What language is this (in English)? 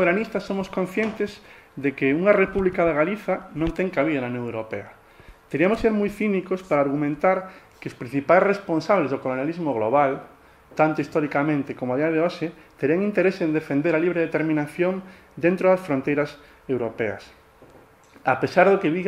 Galician